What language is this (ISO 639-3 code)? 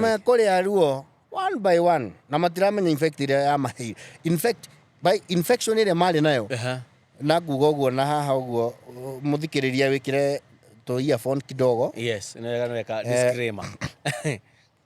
kik